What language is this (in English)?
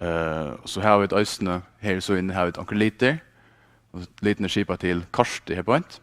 Faroese